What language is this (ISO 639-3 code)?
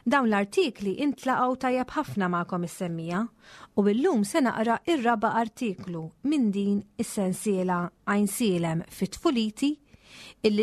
mlt